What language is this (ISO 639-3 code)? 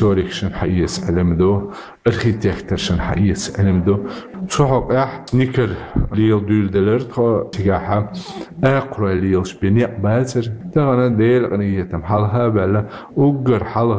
che